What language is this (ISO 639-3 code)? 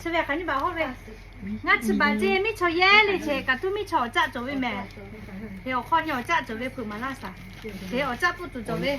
lhu